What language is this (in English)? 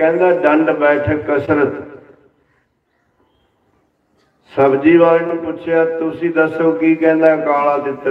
Punjabi